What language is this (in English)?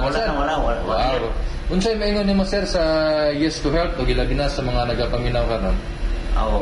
Cebuano